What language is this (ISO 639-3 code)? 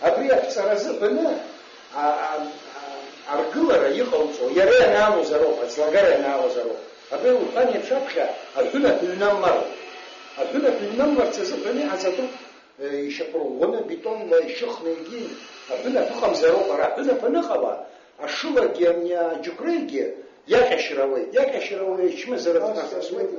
abk